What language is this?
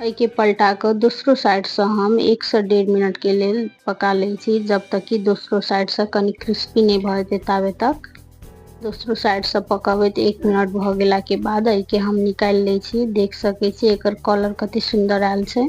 Maithili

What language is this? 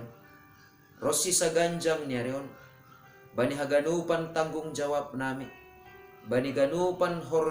Batak Simalungun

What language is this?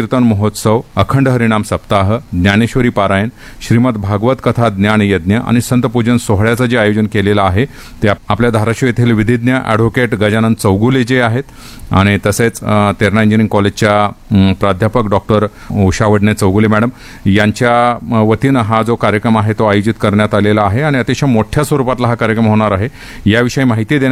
Marathi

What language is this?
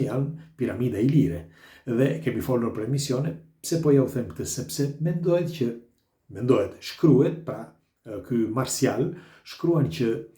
Albanian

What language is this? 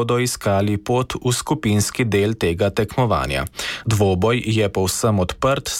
Slovenian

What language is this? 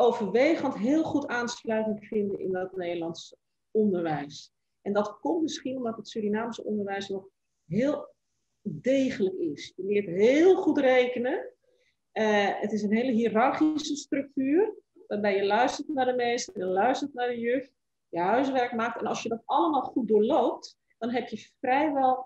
Dutch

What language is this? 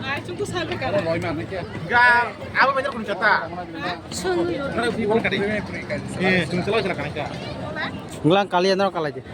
Kok Borok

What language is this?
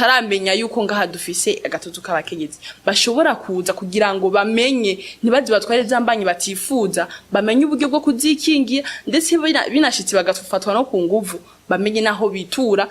Rundi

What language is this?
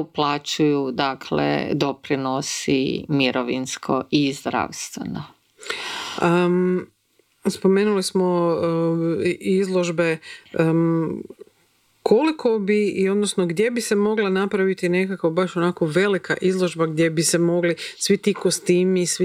Croatian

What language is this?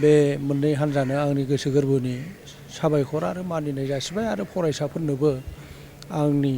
Bodo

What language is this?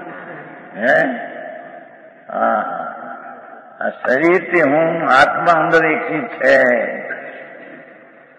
Gujarati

